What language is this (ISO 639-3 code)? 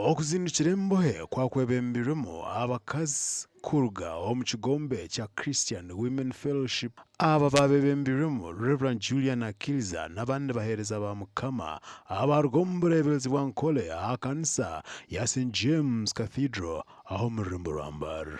nyn